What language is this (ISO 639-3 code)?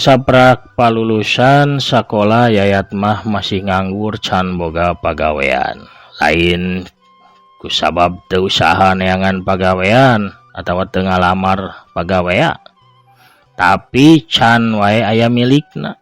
sun